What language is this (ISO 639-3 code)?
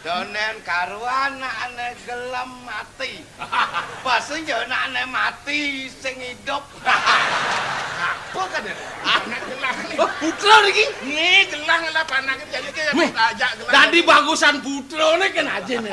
ban